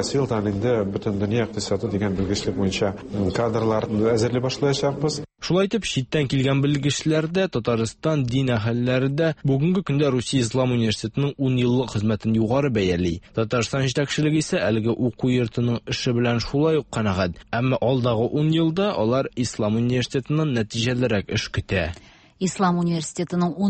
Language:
Tatar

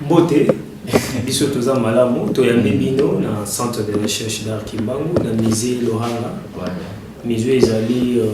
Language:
Lingala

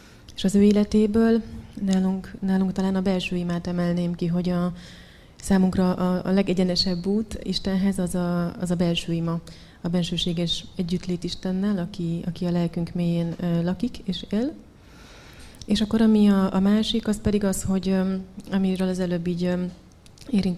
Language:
Hungarian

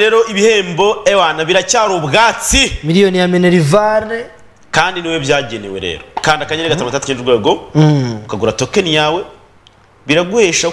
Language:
Kinyarwanda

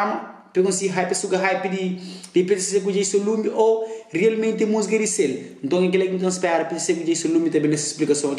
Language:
Kabuverdianu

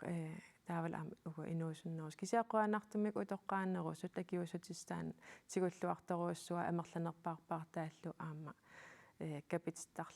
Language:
Kalaallisut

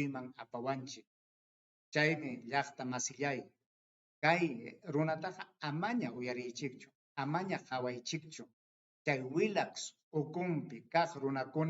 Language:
Ayacucho Quechua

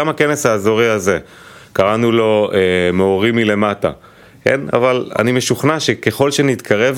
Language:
Hebrew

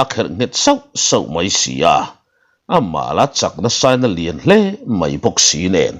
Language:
Mizo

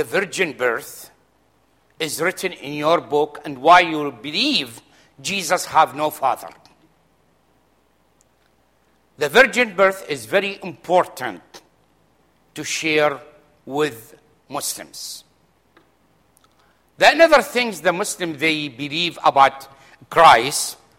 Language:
English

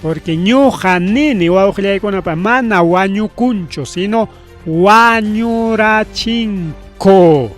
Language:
Ayacucho Quechua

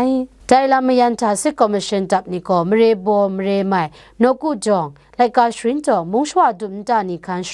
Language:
Kachin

